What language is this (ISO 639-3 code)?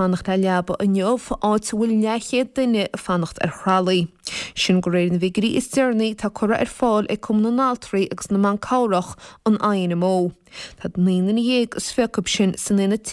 gle